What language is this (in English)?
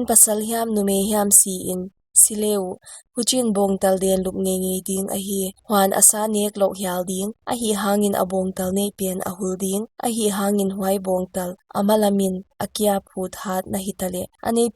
Paite Chin